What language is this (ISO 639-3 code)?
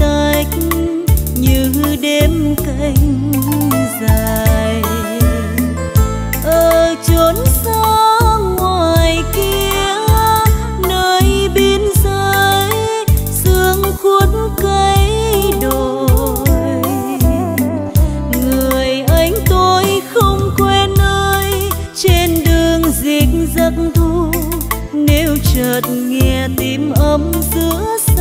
vie